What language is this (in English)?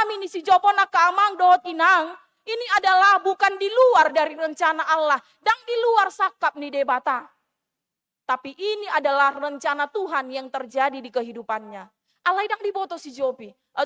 Batak Toba